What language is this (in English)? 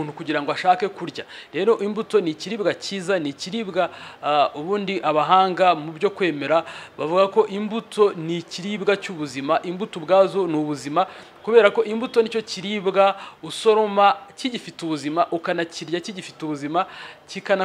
Kinyarwanda